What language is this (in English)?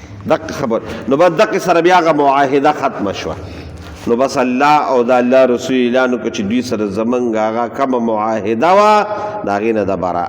Pashto